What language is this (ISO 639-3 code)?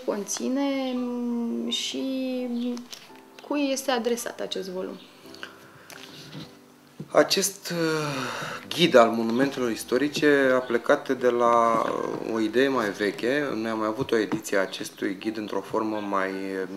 ron